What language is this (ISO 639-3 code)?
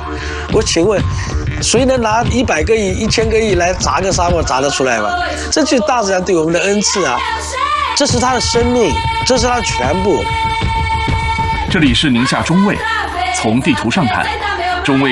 zho